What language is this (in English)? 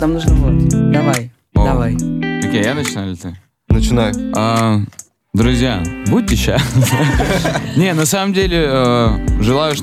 Russian